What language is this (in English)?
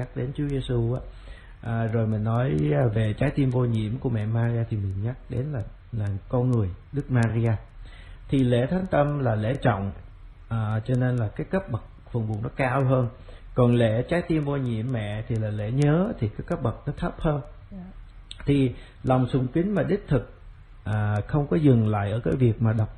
Vietnamese